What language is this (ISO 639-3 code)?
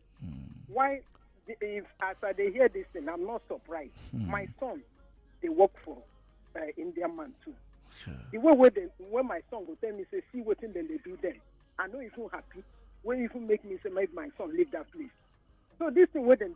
pcm